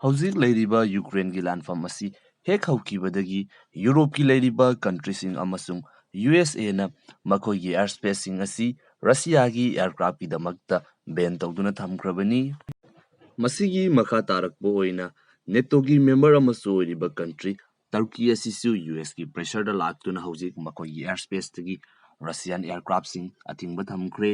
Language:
Manipuri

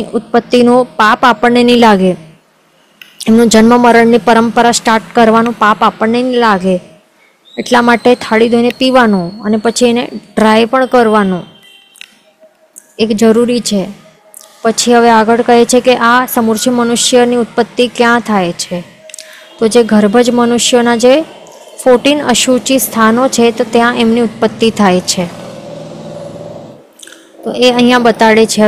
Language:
Gujarati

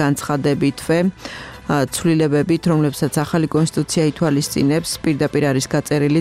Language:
Georgian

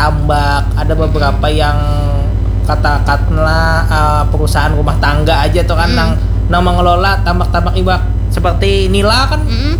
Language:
Banjar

